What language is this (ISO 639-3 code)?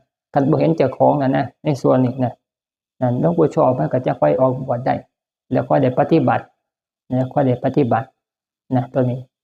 tts